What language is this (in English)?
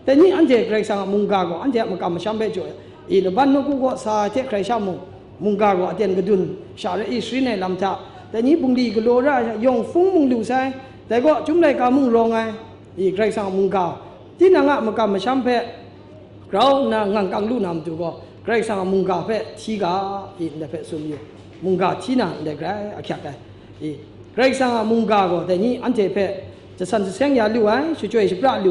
Kachin